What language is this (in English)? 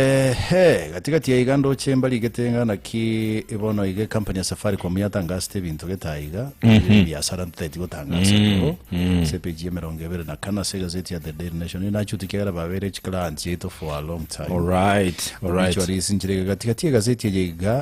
Gusii